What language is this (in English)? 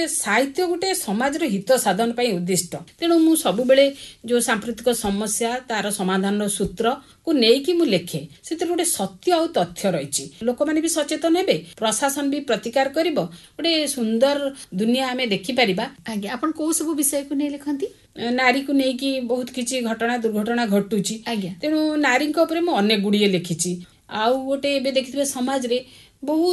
Odia